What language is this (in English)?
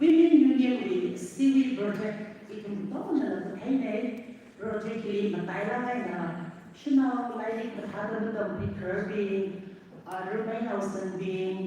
Tangkhul Naga (India)